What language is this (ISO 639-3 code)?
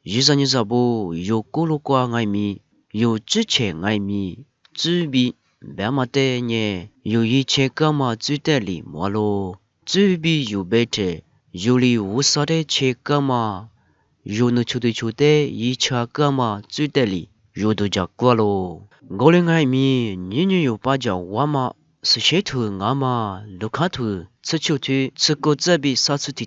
lis